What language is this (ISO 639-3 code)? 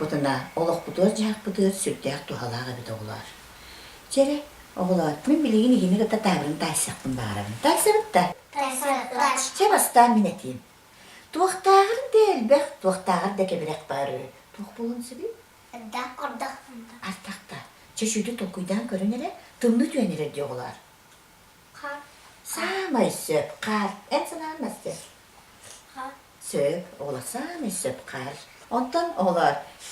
sah